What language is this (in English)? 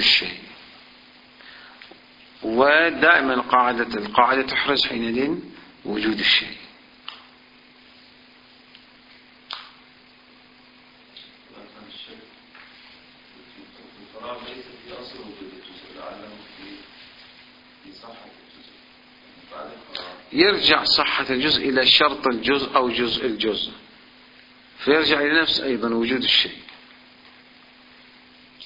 Arabic